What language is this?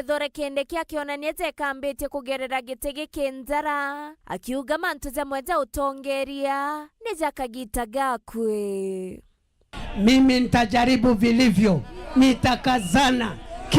Meru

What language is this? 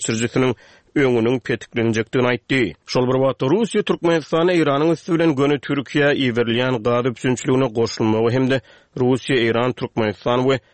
Turkmen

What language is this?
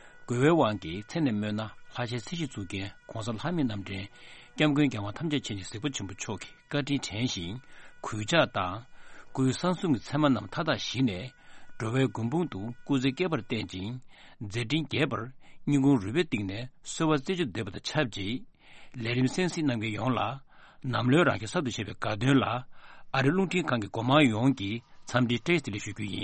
Tibetan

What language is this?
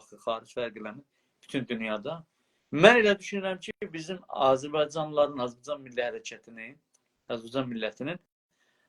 South Azerbaijani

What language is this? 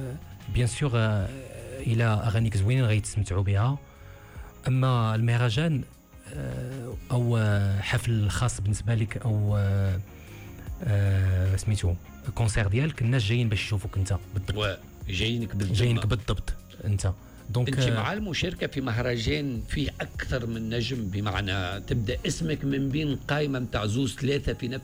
Tunisian Arabic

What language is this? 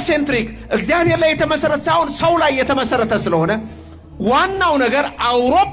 Amharic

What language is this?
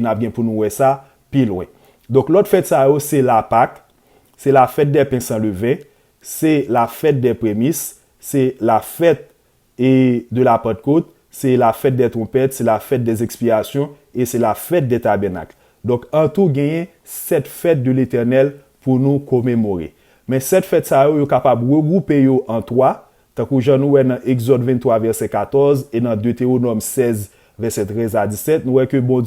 Haitian Creole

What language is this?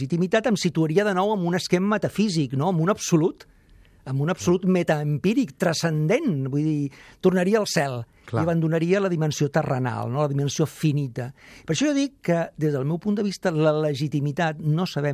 Catalan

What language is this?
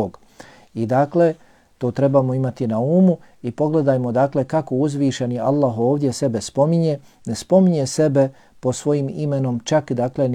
Bosnian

